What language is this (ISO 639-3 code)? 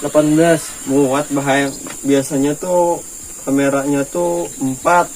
bjn